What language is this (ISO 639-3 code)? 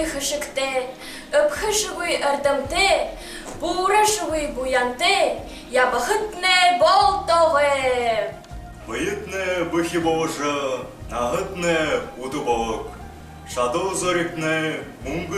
bua